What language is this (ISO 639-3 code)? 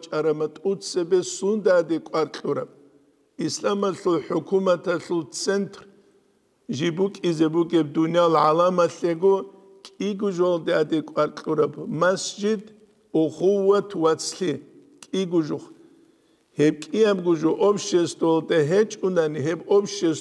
ava